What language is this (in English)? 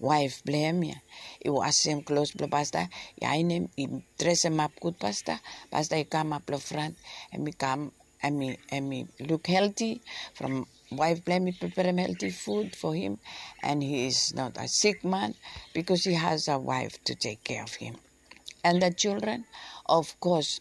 Bislama